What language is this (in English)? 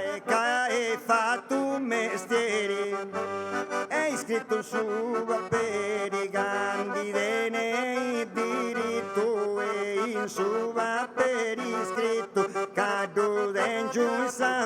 Sardinian